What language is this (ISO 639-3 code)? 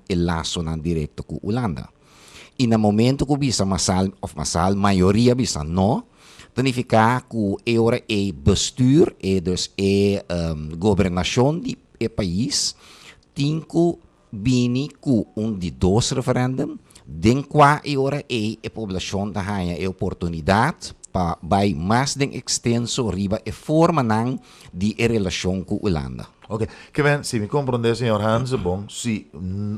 pap